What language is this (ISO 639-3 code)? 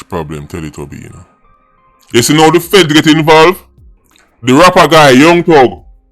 jam